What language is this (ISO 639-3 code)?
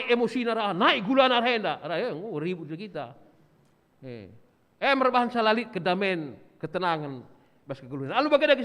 btx